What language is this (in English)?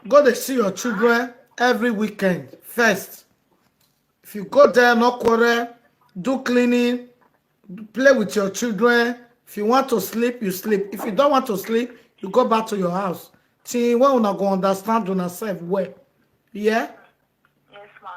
Nigerian Pidgin